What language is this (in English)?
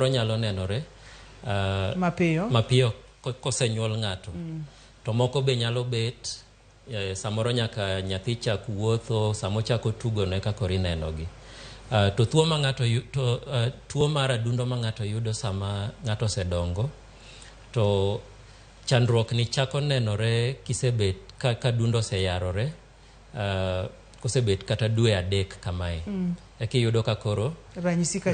Luo (Kenya and Tanzania)